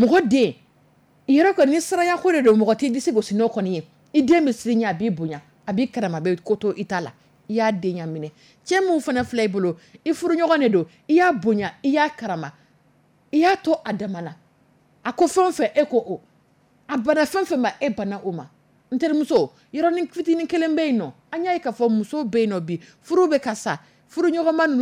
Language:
Dyula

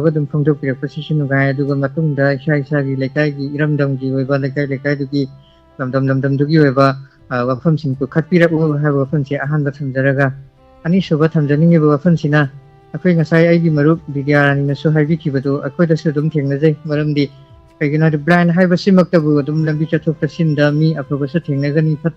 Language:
Manipuri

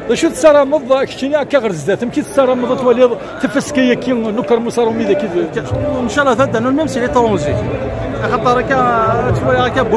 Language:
Kabyle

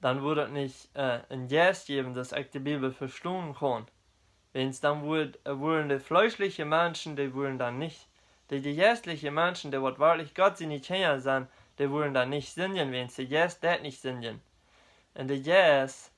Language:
Plautdietsch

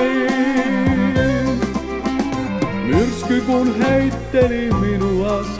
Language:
Finnish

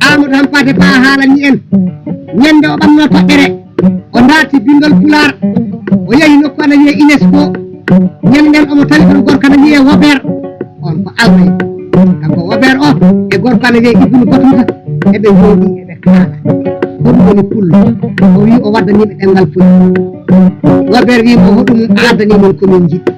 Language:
Fula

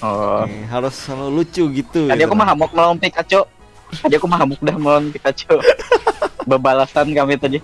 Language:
Banjar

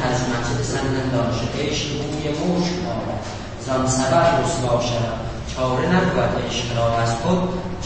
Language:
South Azerbaijani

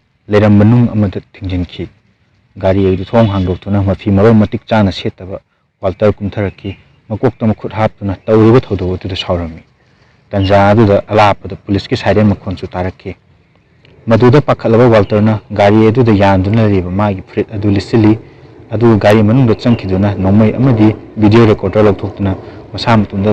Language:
Manipuri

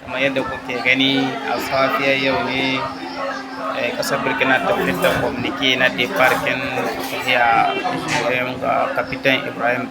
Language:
Hausa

